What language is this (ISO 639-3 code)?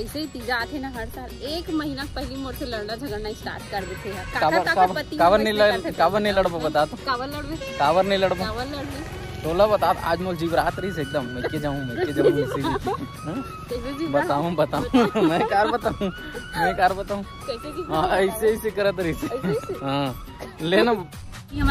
hne